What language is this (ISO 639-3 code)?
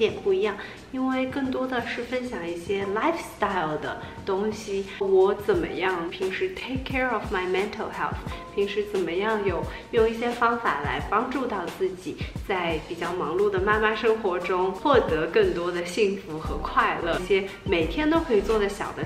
zho